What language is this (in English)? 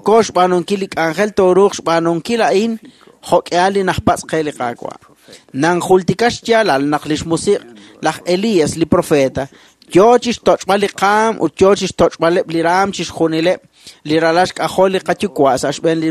Kekchí